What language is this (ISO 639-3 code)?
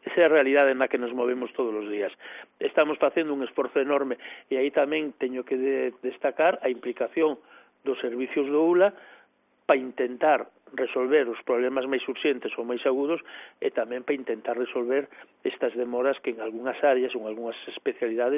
glg